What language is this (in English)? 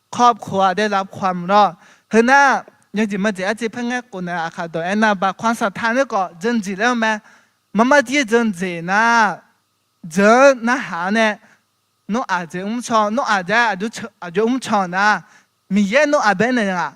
Akha